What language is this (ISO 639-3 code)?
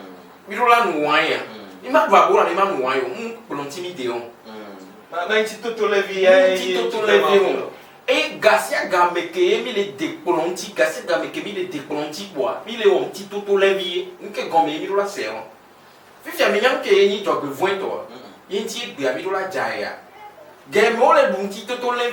ewe